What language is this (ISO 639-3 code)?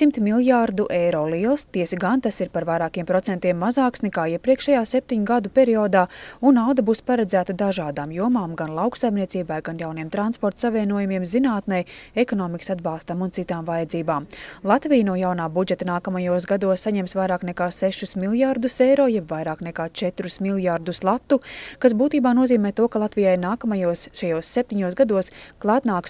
lav